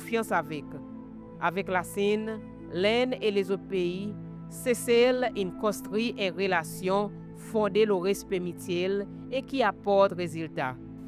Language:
Seselwa Creole French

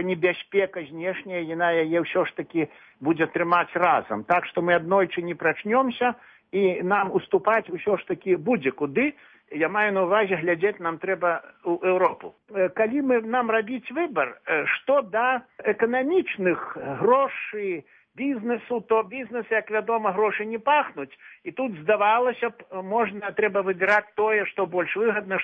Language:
Belarusian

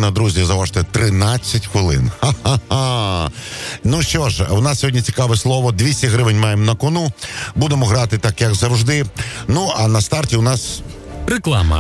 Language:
Ukrainian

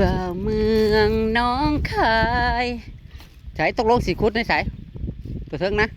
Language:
Northeastern Thai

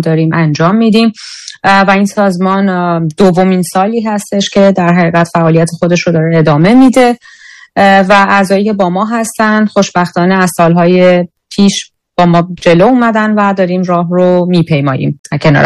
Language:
Persian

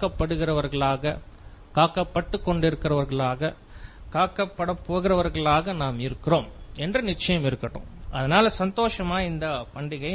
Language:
Tamil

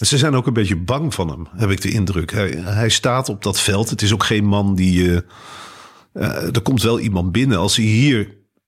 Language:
Dutch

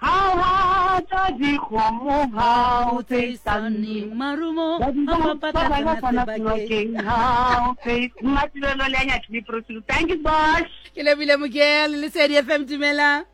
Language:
Southern Sotho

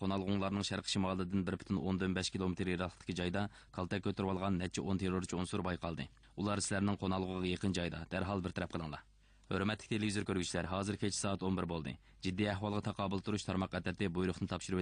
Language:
Uyghur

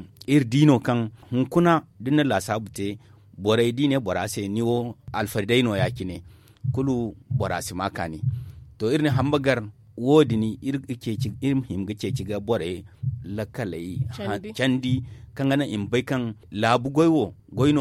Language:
Zarma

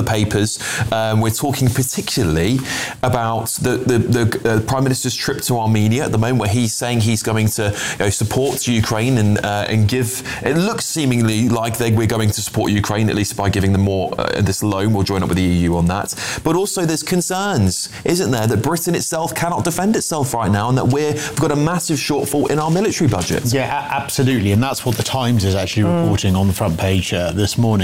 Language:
English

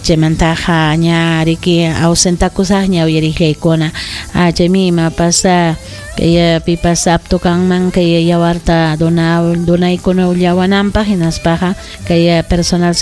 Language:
Ayacucho Quechua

